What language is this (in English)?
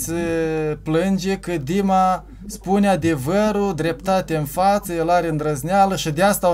Romanian